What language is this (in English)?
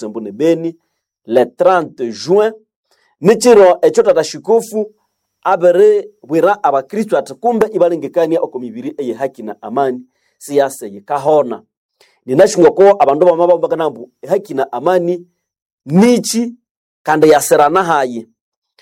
Nande